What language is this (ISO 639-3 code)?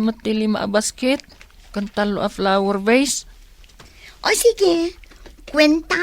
ilo